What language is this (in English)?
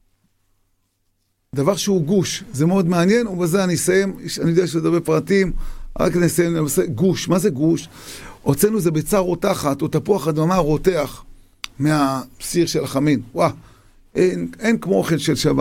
Hebrew